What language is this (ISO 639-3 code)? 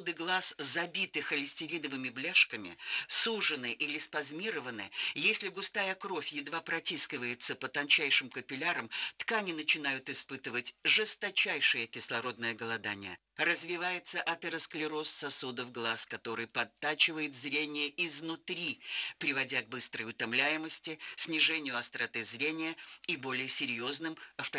rus